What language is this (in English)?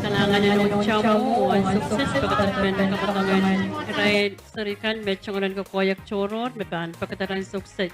Pohnpeian